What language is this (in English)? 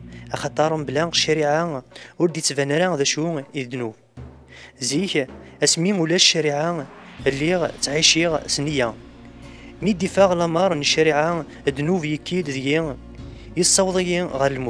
Kabyle